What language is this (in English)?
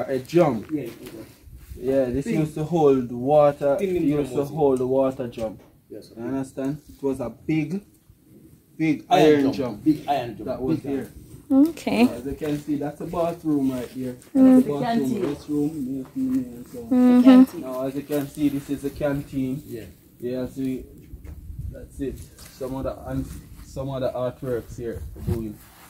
Jamaican Creole English